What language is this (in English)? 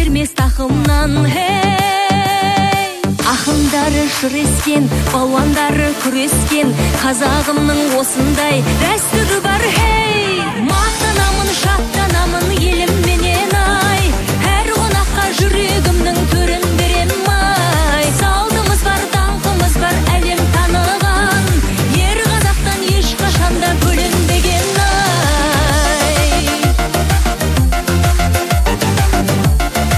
Kazakh